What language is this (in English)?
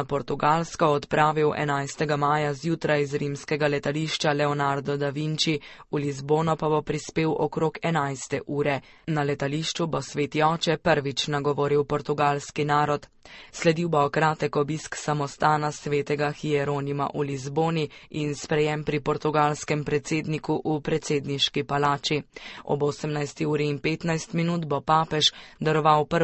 Slovenian